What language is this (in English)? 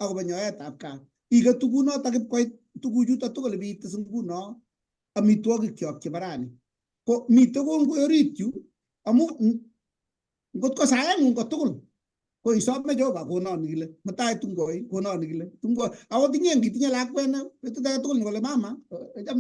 Kalenjin